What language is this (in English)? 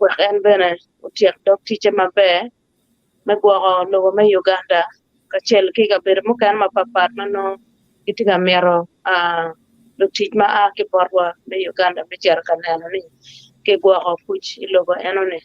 Acoli